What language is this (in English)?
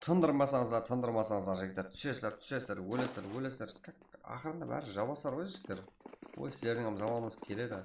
Kara-Kalpak